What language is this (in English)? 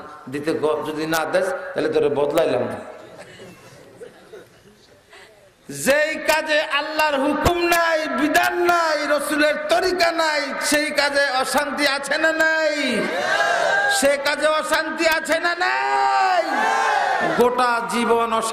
Bangla